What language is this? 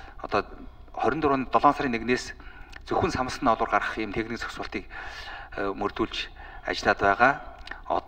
Mongolian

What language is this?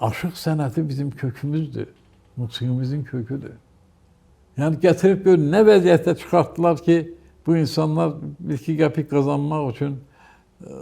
Azerbaijani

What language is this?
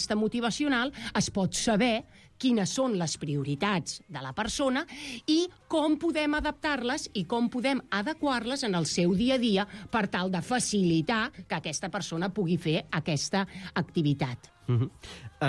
Catalan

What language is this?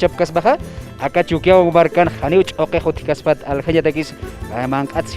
Aymara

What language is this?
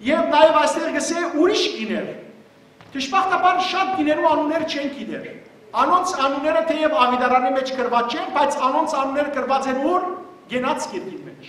Western Armenian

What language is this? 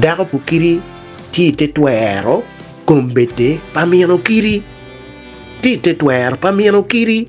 Acoli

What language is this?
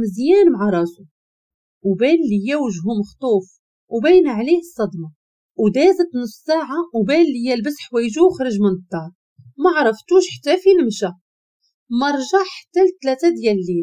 Moroccan Arabic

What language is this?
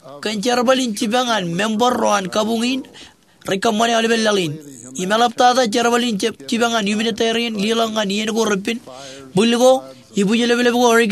Marshallese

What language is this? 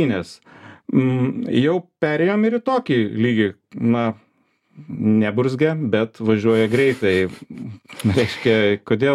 Lithuanian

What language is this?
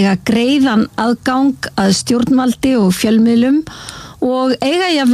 Icelandic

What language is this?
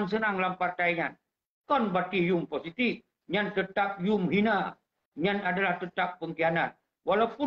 Achinese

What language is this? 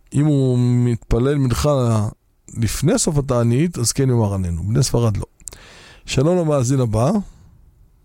Hebrew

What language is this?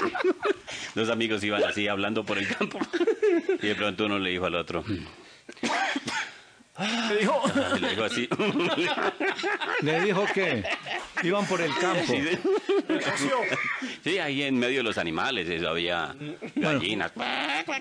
Spanish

